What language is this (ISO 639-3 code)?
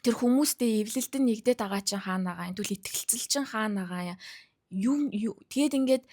mon